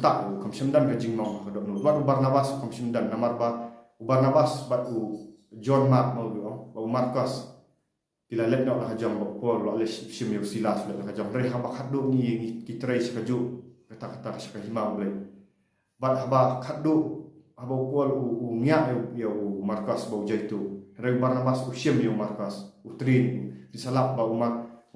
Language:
Khasi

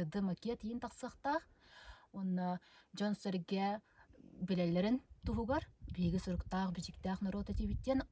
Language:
Yakut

